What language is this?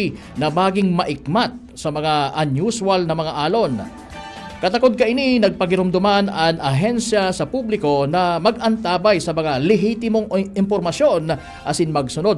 Bikol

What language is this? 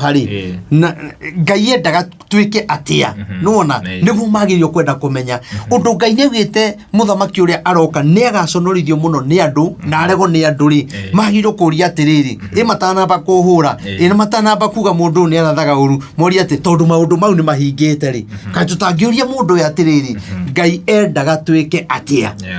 Kikuyu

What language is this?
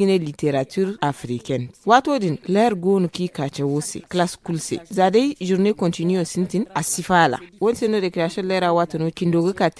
Zarma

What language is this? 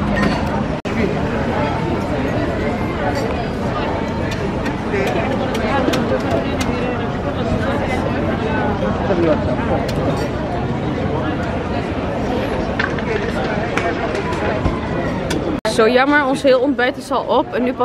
Dutch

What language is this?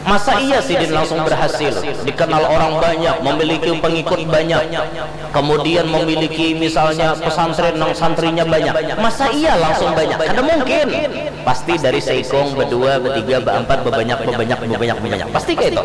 Banjar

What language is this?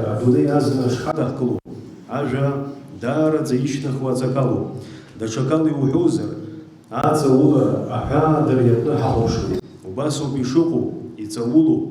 Abkhazian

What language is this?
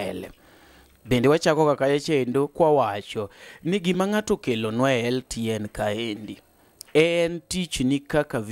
Luo (Kenya and Tanzania)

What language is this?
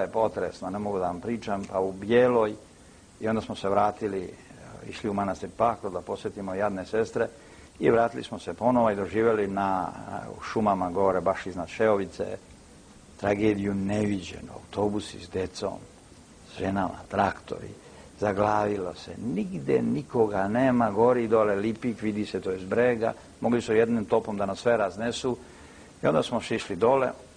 Serbian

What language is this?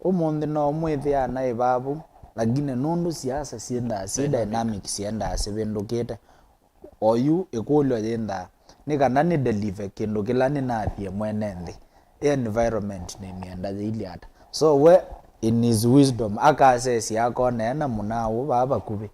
Kamba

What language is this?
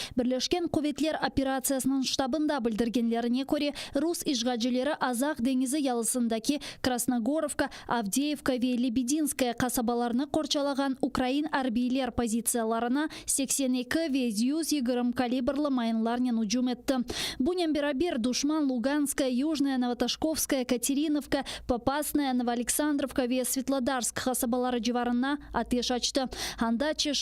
Crimean Tatar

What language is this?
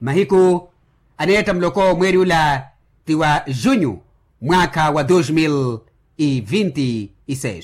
Makhuwa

